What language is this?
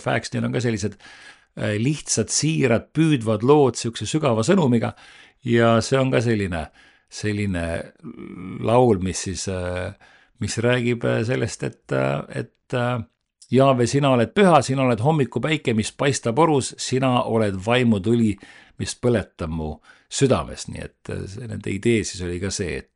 Estonian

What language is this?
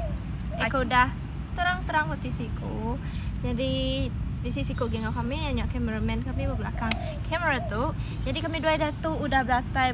Iban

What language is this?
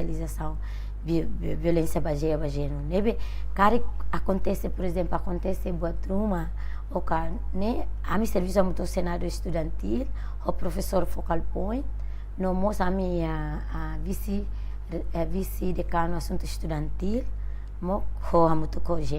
Tetum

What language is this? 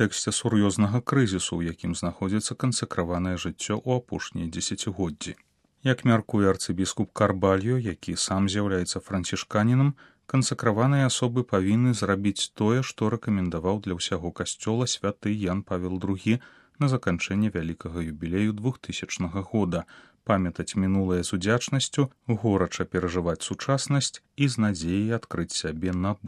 Belarusian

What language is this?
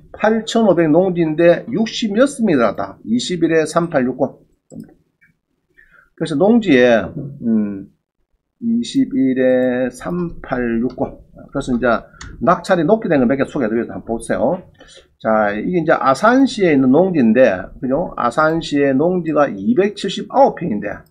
Korean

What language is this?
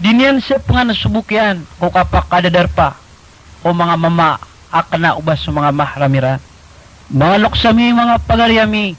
Maranao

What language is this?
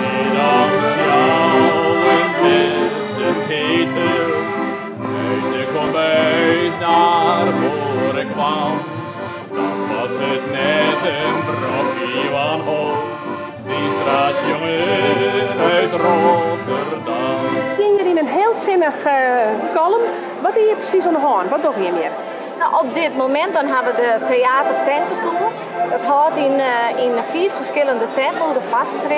Western Frisian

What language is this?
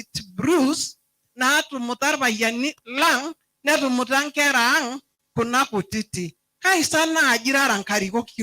Masai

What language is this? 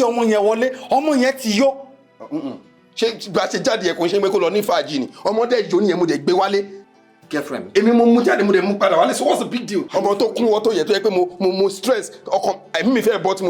Yoruba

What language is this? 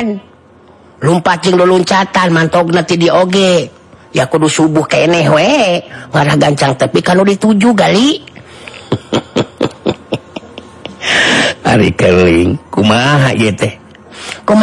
Sundanese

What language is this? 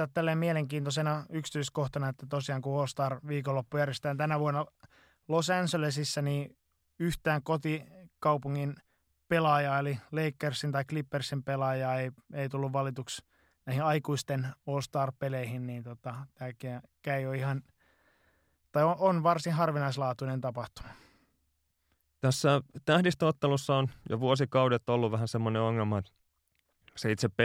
Finnish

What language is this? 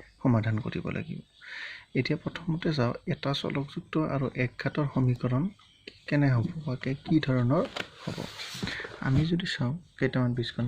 Assamese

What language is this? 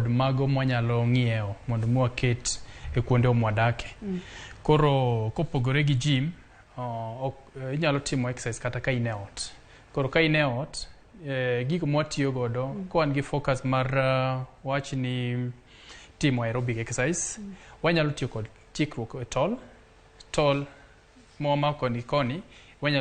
Luo (Kenya and Tanzania)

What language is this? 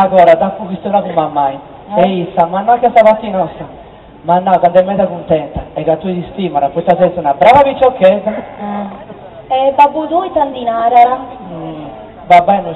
Sardinian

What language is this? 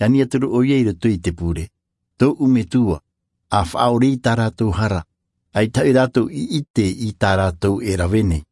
Tahitian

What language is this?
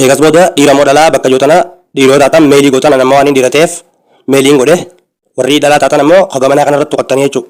Oromo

